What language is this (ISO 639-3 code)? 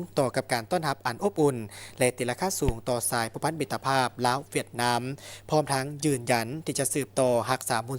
lao